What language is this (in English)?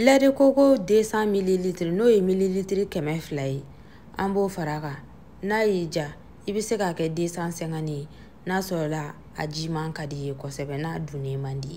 Bambara